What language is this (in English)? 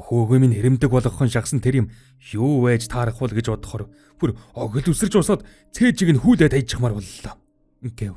Mongolian